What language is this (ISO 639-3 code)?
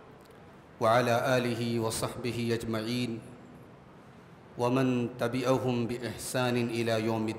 urd